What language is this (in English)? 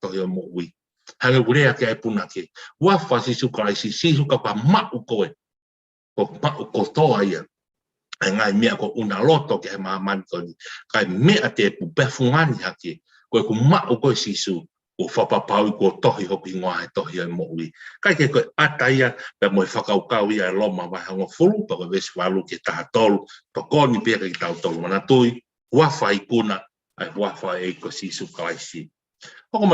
Tongan